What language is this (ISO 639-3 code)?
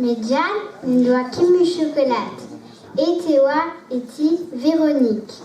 bre